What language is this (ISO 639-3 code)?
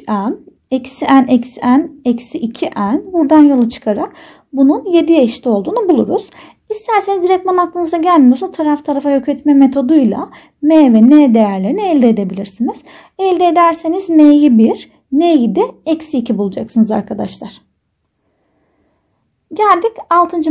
tur